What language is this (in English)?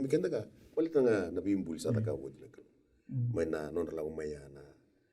Fijian